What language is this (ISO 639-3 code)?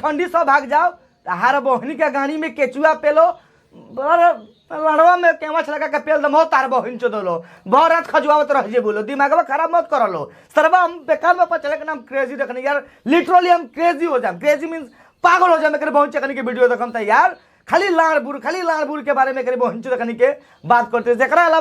bho